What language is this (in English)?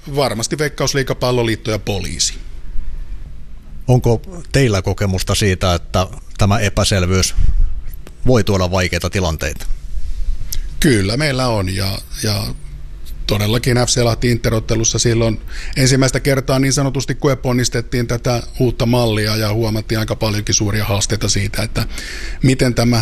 Finnish